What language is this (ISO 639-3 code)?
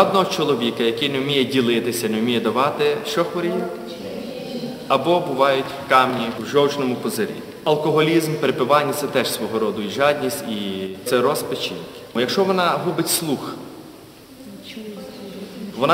ukr